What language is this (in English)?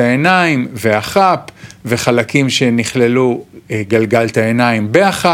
Hebrew